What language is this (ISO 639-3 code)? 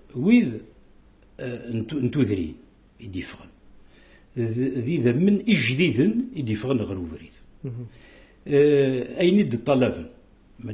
kab